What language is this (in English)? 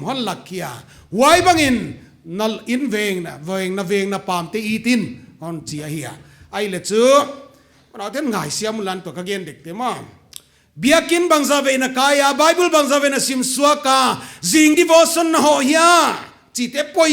Paite Chin